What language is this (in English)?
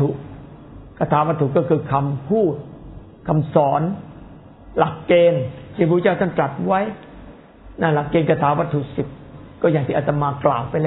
Thai